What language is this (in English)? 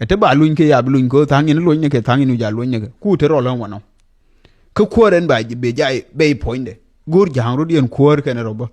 Nuer